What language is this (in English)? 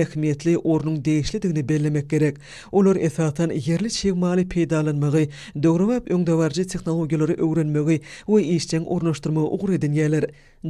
Turkmen